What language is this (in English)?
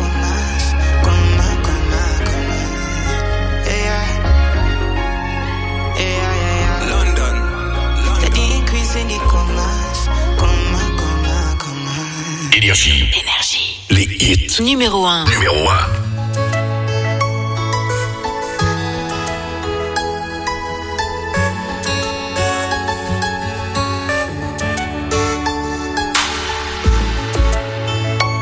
French